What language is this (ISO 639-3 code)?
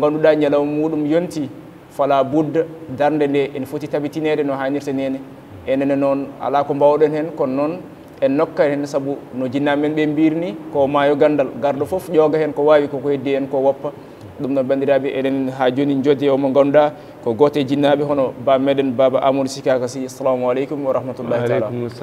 ful